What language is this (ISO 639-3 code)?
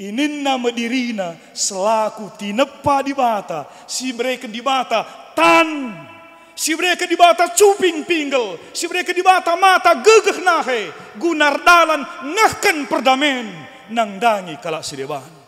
btx